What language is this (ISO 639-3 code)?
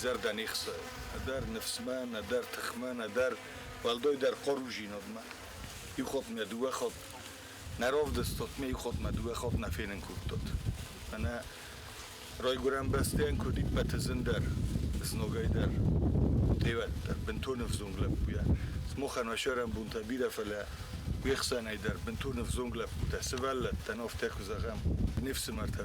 oss